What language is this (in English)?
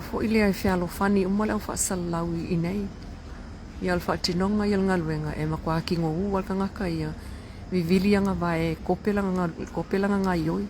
Samoan